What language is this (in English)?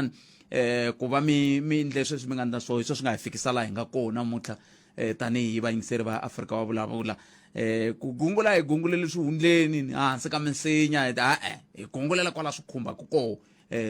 Tsonga